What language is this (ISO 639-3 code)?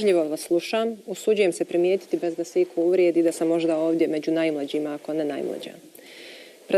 bos